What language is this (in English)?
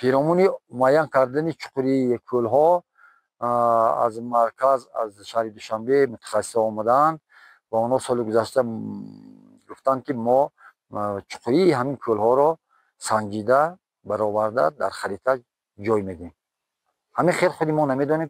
Tajik